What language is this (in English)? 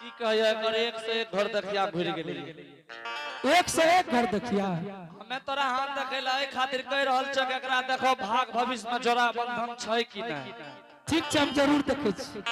Angika